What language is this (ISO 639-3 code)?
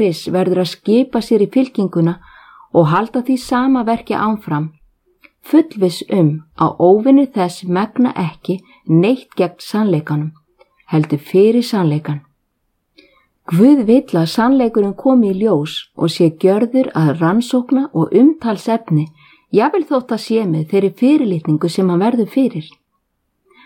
isl